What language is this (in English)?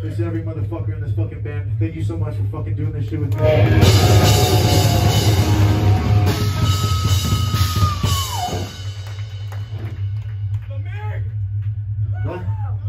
English